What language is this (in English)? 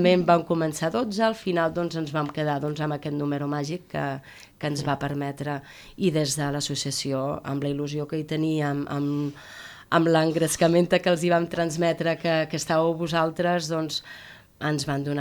Catalan